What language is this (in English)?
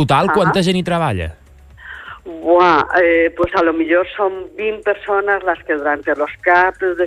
Catalan